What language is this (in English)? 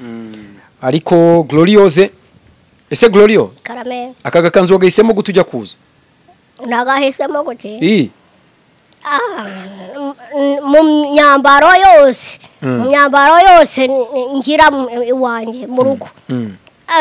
Kinyarwanda